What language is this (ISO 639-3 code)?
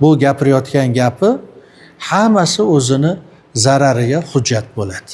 uzb